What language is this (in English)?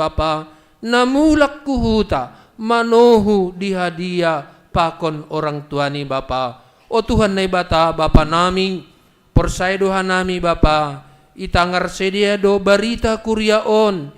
Batak Simalungun